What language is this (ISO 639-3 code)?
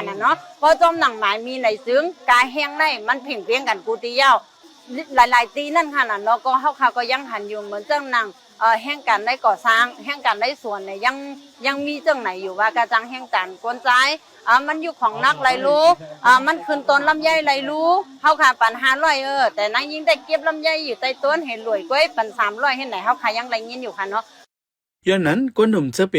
shn